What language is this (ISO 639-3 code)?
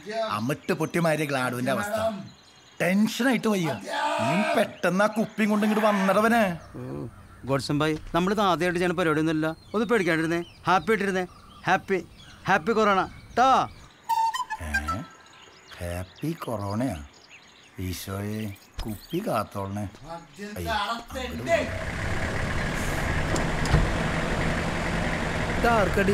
mal